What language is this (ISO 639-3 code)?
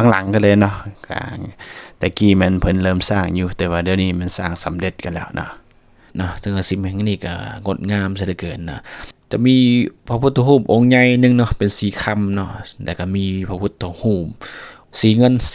lao